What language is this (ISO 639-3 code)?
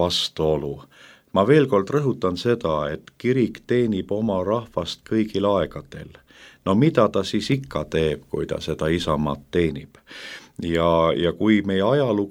est